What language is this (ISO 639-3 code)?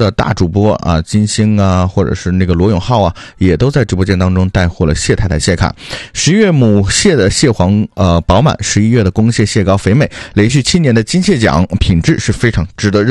zho